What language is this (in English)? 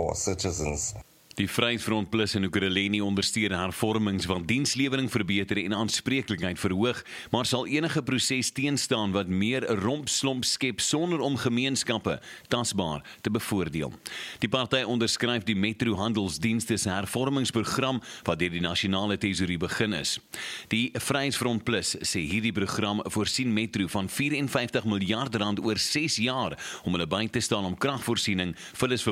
Afrikaans